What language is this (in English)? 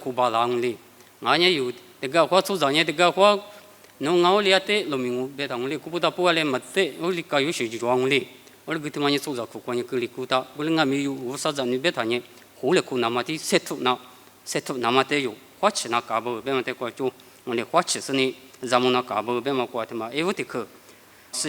Lisu